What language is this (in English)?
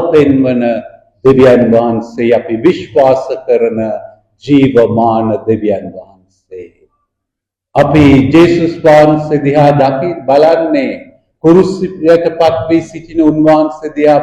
Sinhala